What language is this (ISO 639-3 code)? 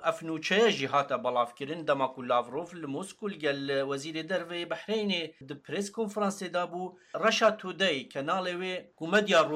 kur